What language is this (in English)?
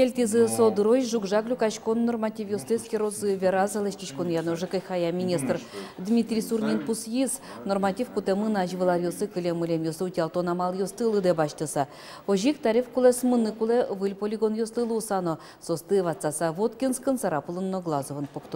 Udmurt